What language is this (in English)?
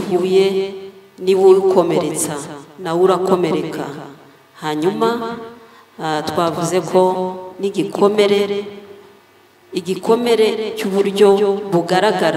Kinyarwanda